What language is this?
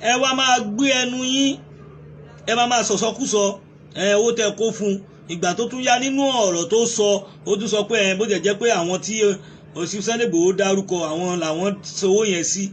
Yoruba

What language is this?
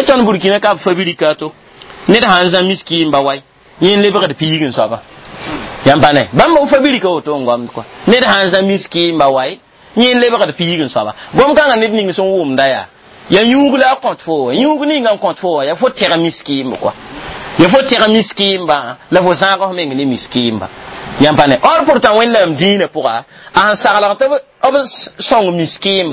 Mossi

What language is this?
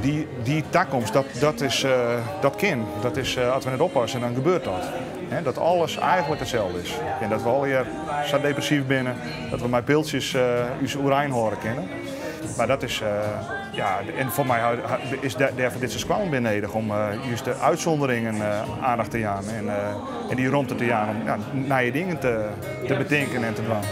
Western Frisian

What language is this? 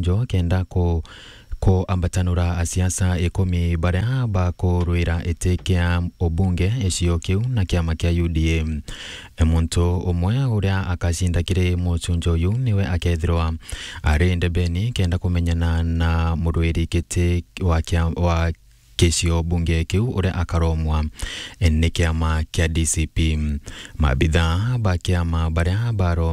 Meru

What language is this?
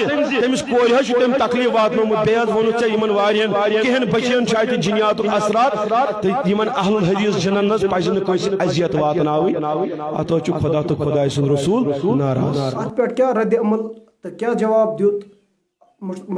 Kashmiri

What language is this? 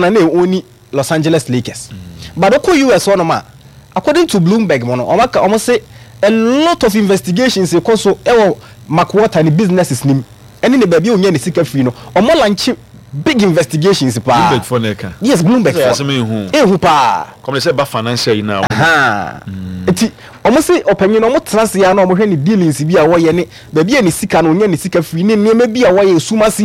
Akan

